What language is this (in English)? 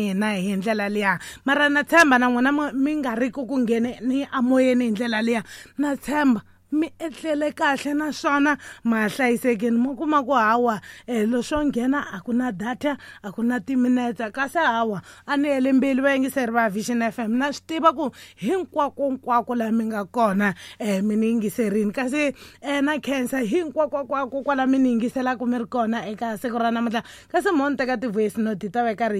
Tsonga